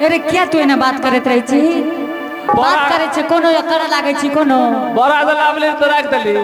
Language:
Angika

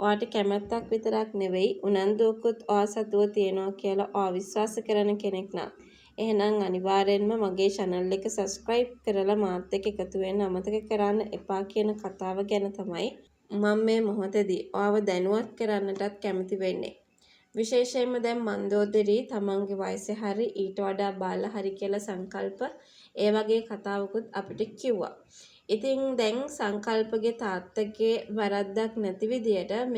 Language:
Sinhala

